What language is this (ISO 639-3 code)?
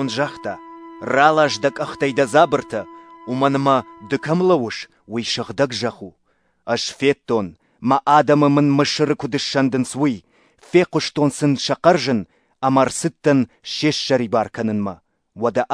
oss